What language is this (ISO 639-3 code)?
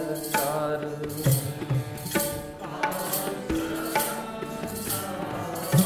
pan